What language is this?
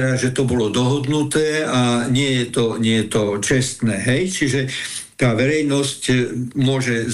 Slovak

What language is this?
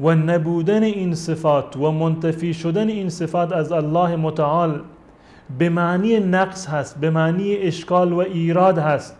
Persian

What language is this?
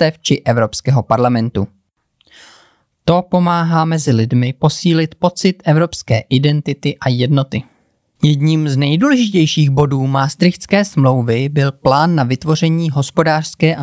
Czech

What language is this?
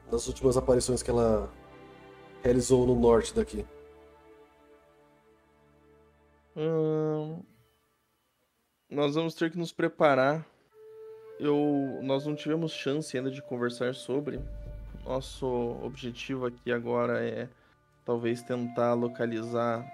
Portuguese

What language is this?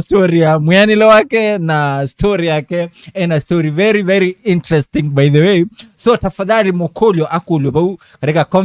Kamba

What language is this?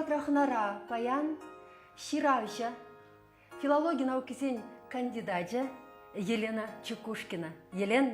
Chuvash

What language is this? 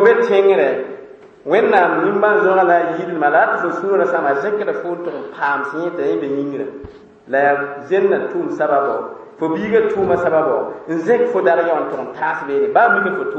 Mossi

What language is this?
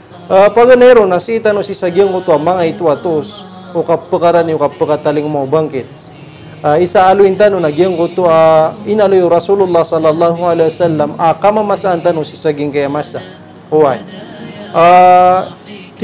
Maranao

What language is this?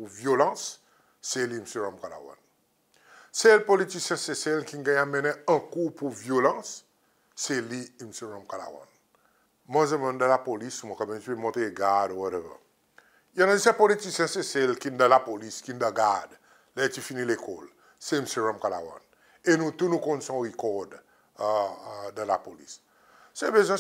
Seselwa Creole French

